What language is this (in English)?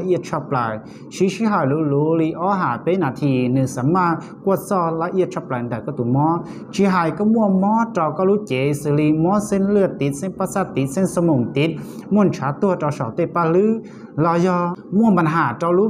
Hmong